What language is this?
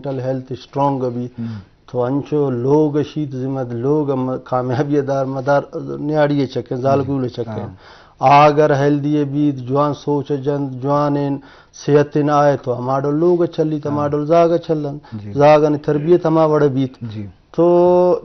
Baluchi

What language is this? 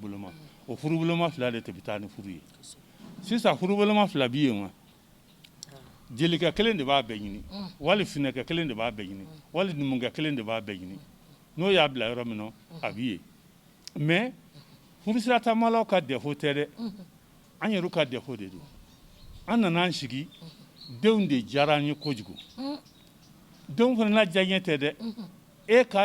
Bambara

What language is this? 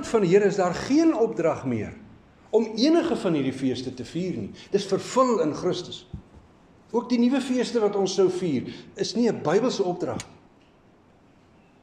Afrikaans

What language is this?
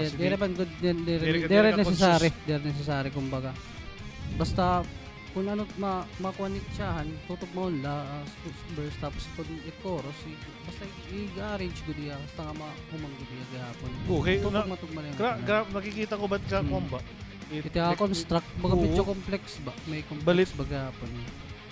Waray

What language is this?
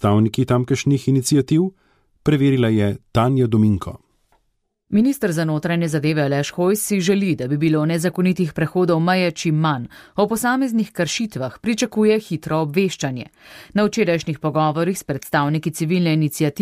Slovenian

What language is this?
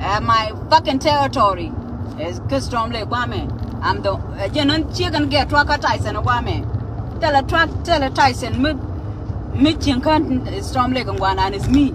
Nuer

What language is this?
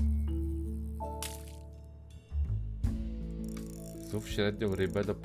Polish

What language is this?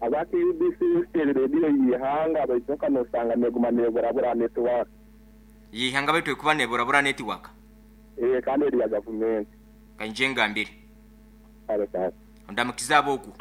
Nyoro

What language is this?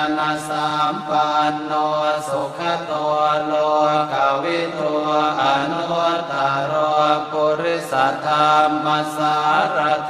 Pali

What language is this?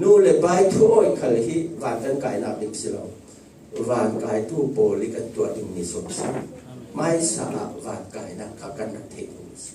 Falam Chin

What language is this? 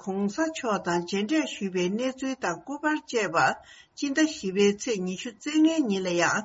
Tibetan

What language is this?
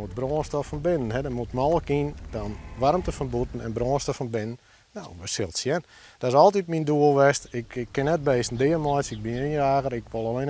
Western Frisian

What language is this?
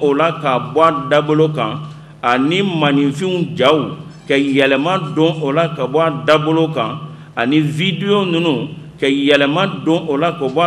Bambara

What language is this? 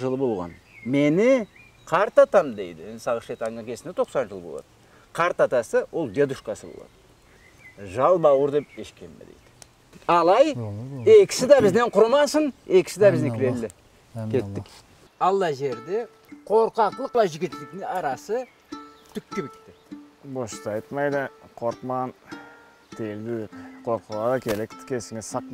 Karachay-Balkar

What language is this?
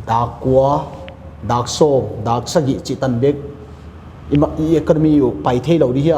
Paite Chin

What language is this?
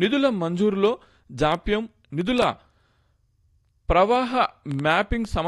Telugu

